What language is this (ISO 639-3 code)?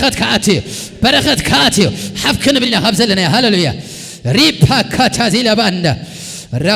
tir